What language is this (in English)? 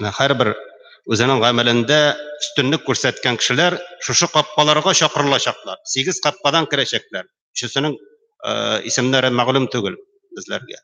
Tatar